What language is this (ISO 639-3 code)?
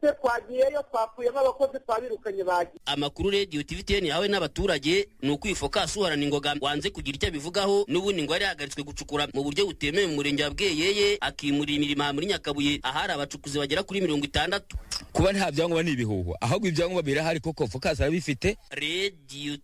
kin